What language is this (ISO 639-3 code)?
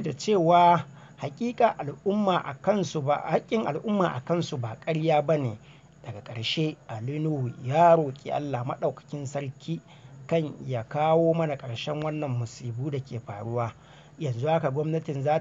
hau